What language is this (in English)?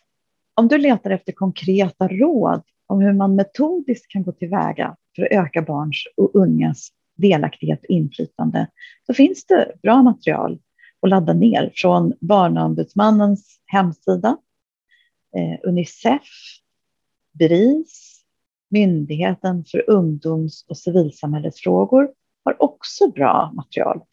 Swedish